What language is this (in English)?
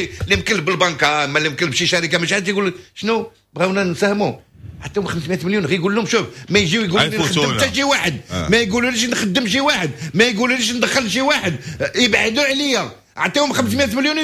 Moroccan Arabic